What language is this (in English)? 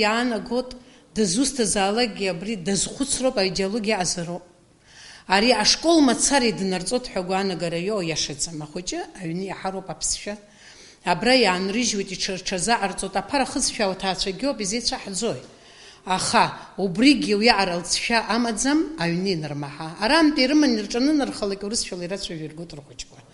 Abkhazian